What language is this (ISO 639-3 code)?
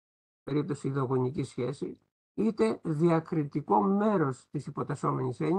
ell